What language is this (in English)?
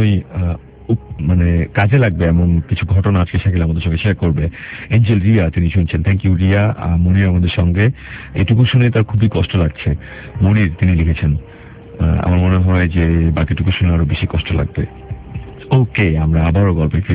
Bangla